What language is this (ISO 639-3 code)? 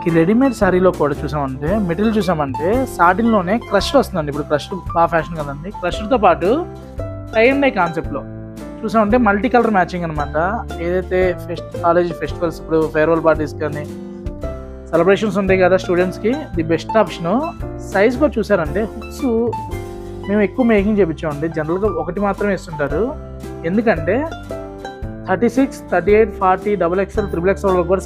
tel